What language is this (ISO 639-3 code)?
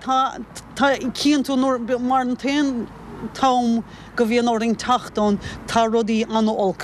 gle